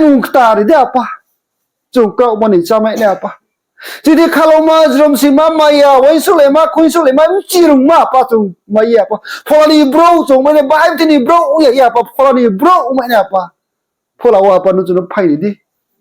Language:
Riang (India)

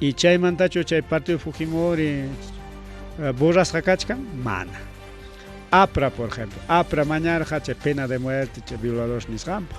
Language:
Ayacucho Quechua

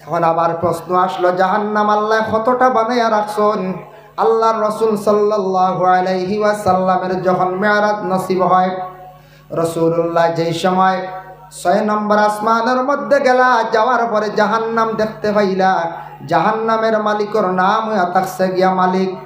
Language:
Sylheti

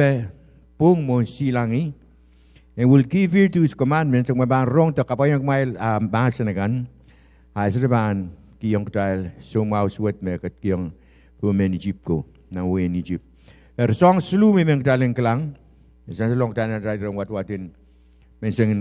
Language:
Pohnpeian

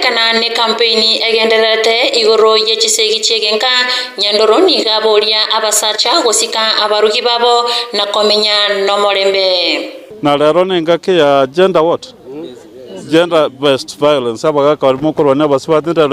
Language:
Gusii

